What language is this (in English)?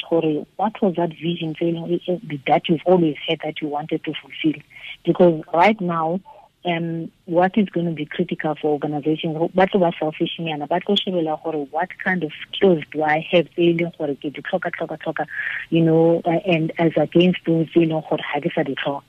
Tswana